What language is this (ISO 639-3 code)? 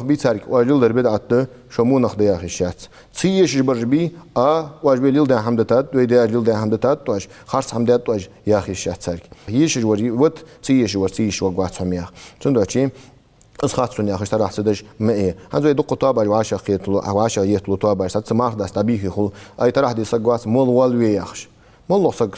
inh